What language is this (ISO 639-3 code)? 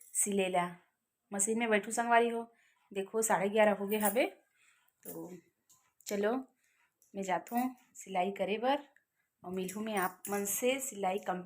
hne